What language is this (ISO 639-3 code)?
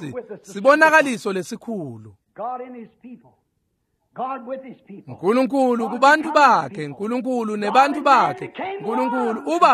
ssw